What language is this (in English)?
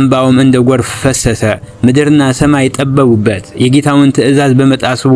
Amharic